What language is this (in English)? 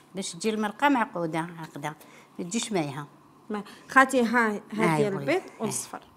Algerian Arabic